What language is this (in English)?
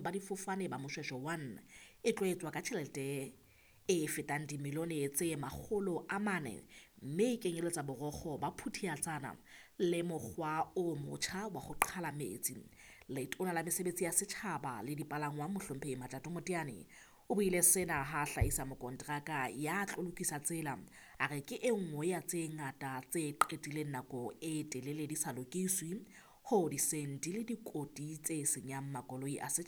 Southern Sotho